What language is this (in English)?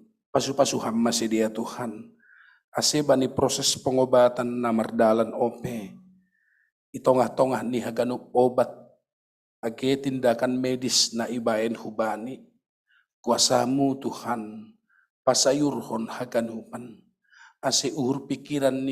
Batak Simalungun